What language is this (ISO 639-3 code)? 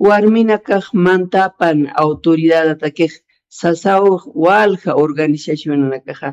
aym